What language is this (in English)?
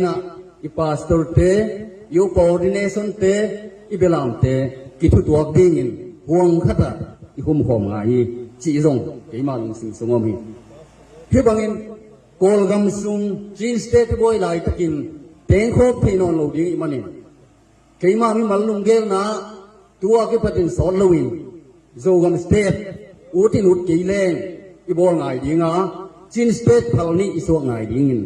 Tedim Chin